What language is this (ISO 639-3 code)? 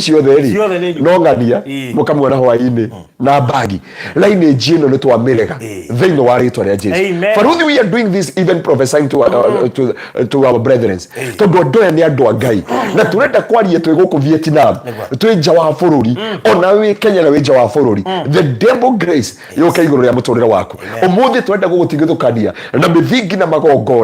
kik